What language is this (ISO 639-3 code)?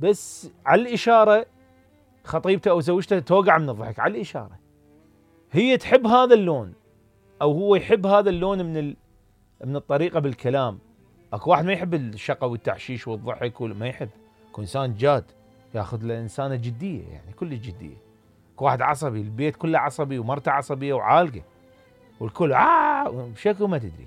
acm